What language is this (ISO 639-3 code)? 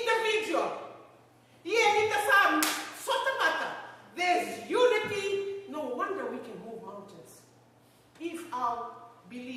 fij